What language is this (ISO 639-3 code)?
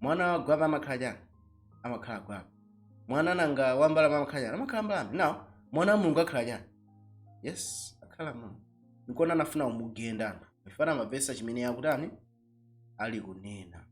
nya